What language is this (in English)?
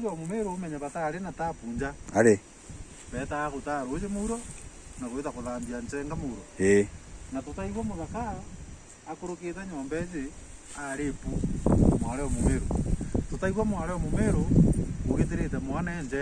Meru